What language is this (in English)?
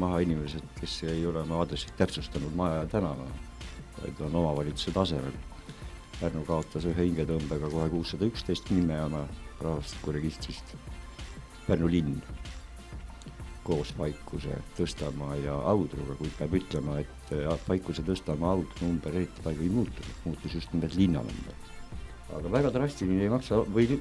Estonian